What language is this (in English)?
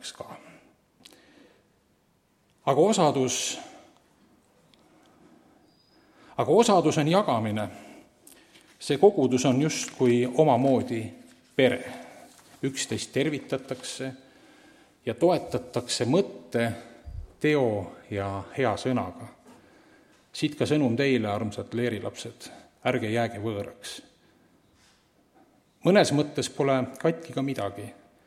Estonian